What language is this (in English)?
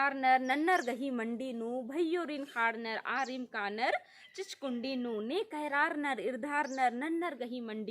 Kurukh